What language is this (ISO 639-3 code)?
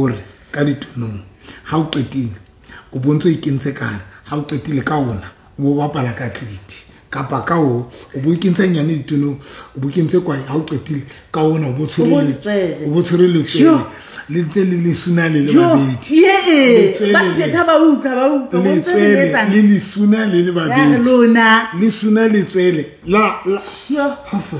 sot